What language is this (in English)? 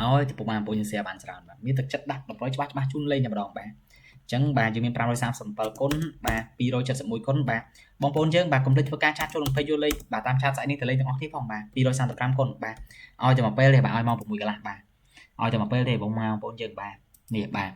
Khmer